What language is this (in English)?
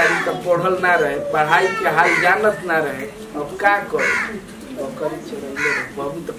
Bhojpuri